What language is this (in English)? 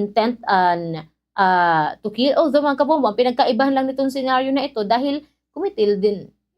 Waray